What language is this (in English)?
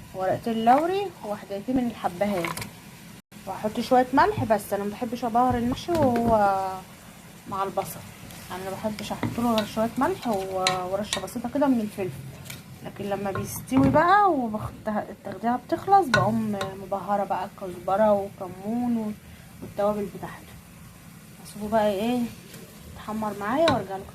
Egyptian Arabic